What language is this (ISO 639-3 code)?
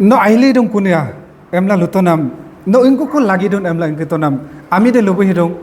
adi